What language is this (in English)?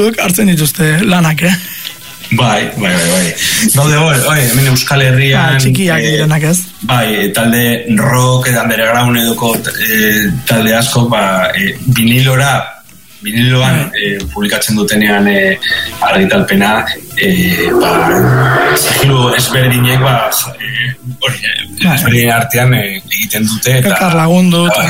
Basque